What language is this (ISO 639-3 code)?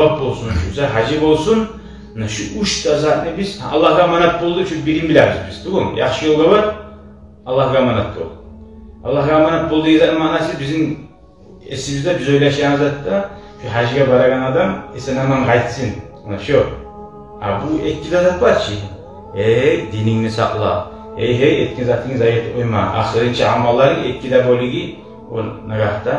kum